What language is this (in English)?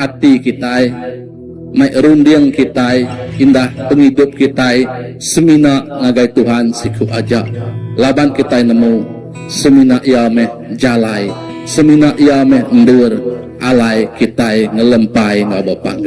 Iban